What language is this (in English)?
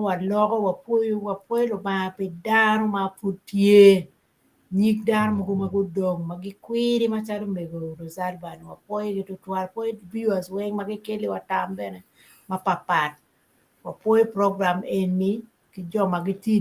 Acoli